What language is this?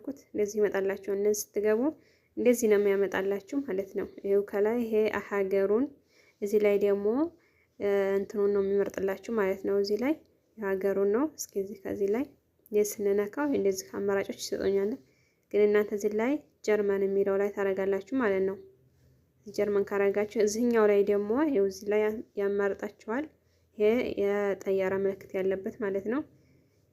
Amharic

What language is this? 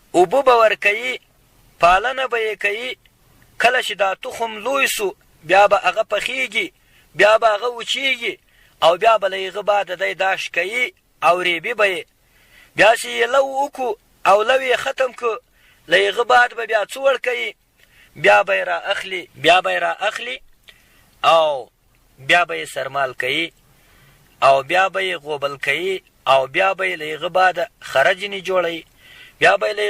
Pashto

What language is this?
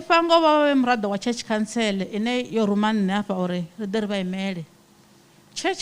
Venda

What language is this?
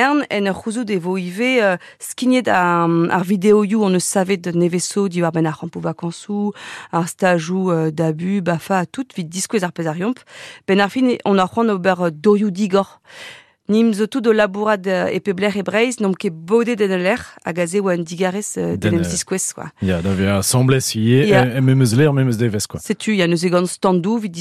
Breton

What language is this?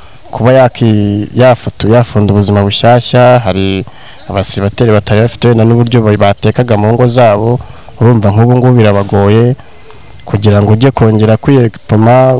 Kinyarwanda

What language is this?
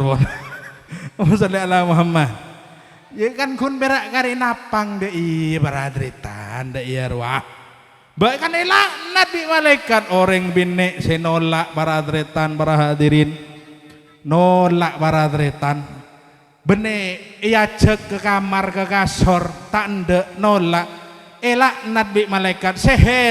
Madurese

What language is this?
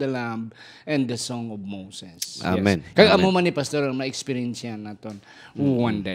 Hiligaynon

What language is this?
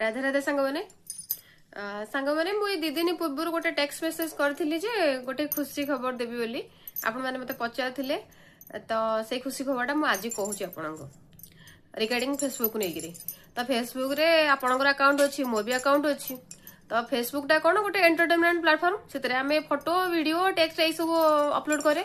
Odia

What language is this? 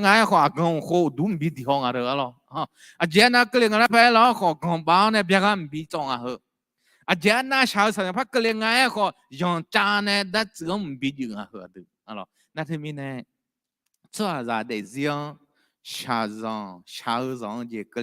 Akha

